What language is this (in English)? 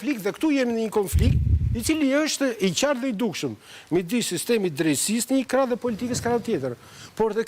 Albanian